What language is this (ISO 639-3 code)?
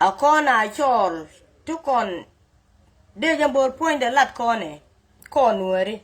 nus